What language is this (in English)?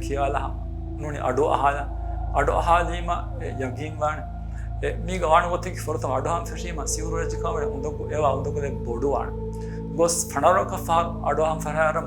Divehi